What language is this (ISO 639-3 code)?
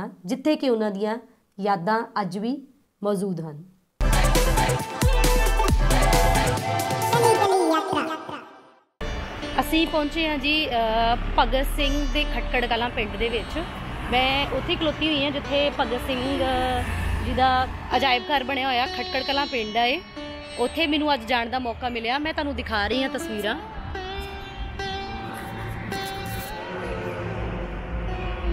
pan